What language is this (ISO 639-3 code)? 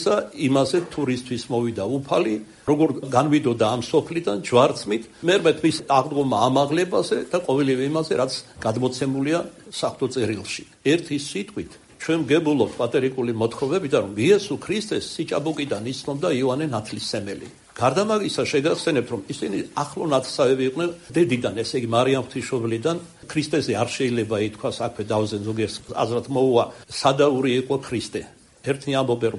kat